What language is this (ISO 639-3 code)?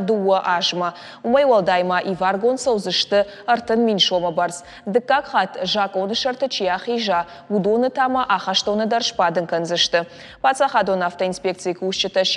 oss